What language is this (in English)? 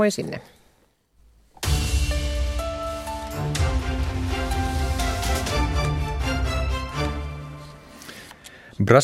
Finnish